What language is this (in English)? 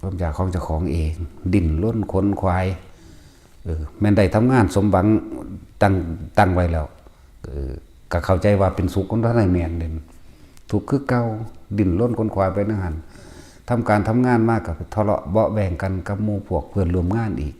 Northeastern Thai